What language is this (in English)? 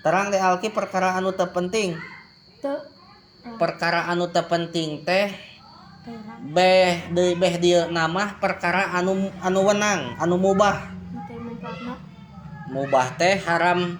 Sundanese